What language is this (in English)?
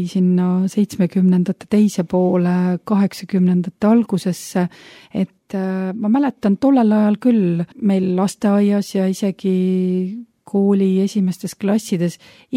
Estonian